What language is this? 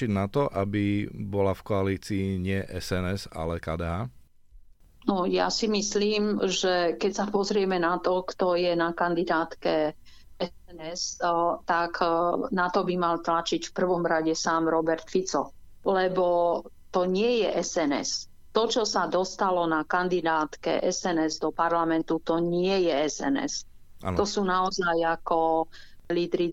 Slovak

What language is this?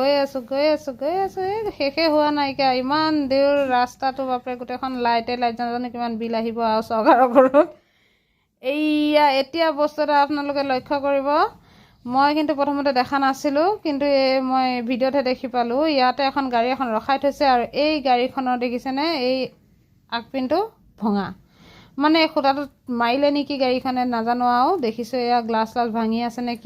Assamese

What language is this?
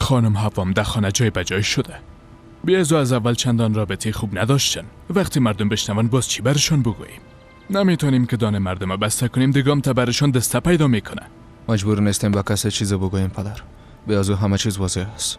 Persian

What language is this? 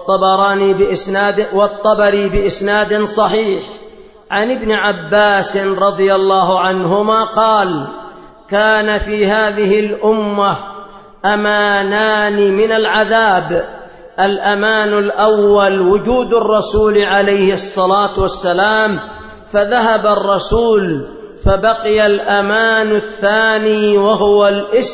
Arabic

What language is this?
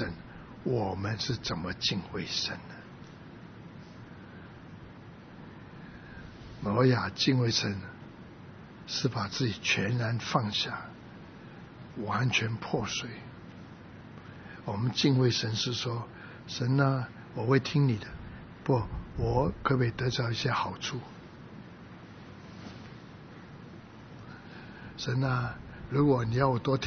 Chinese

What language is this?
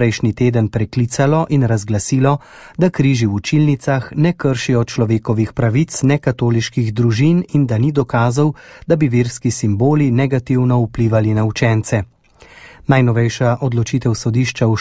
Slovenian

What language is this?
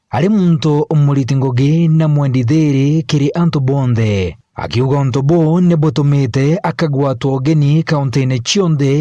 Meru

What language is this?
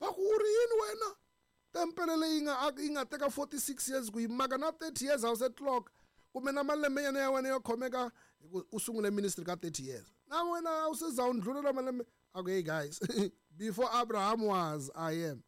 Tsonga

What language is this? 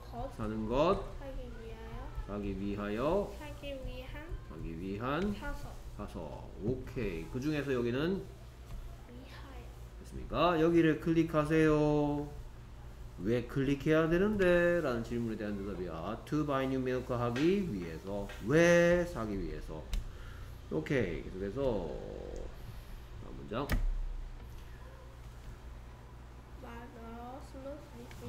Korean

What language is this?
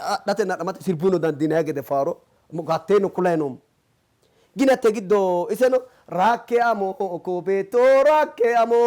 Sidamo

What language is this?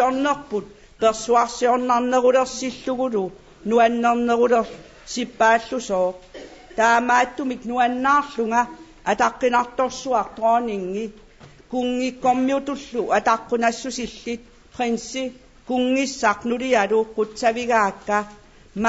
Kalaallisut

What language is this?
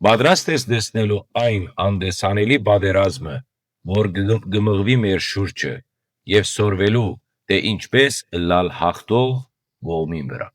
Western Armenian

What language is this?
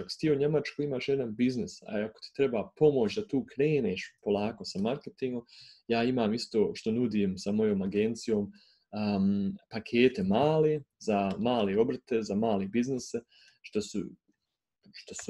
Croatian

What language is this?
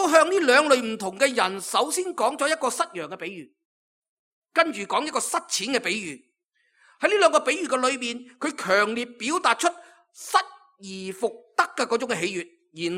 Cantonese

